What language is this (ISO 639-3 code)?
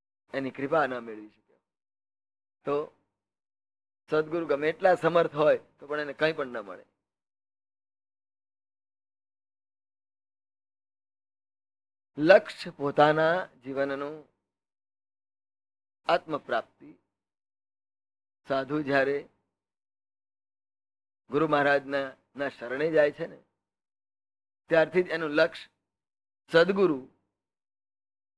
guj